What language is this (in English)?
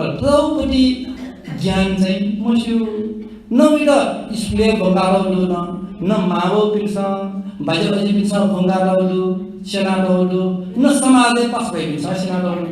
Newari